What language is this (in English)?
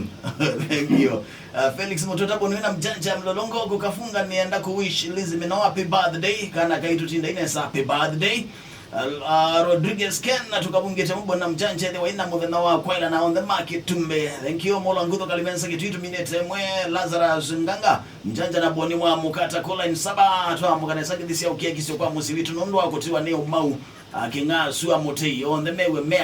Kamba